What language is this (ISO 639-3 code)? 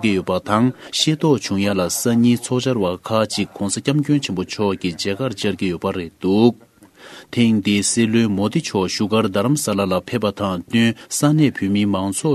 bod